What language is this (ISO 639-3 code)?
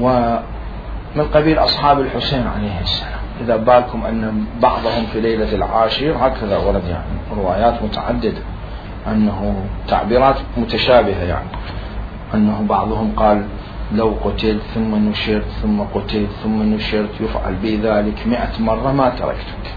acm